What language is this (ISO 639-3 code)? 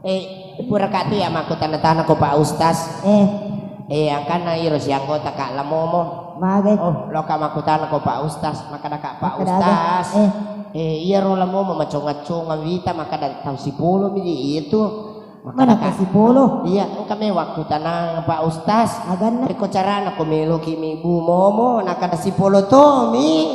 bug